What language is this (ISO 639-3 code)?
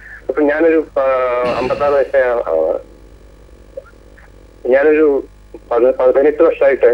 mal